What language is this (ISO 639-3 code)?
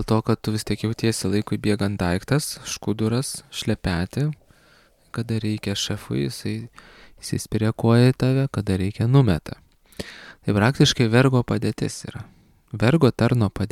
lit